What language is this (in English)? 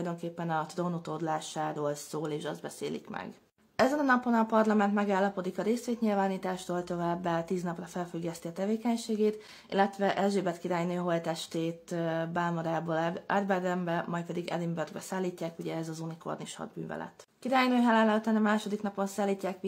Hungarian